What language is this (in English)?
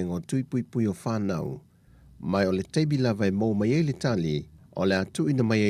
Samoan